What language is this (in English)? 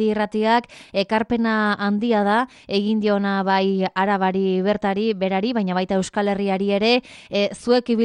Basque